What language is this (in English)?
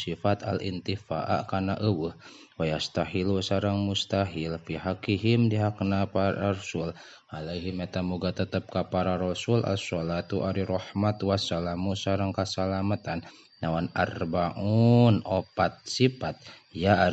Sundanese